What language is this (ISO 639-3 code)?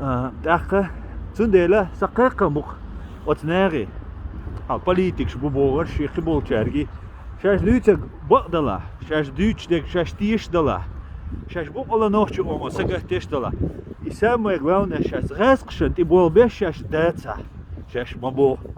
che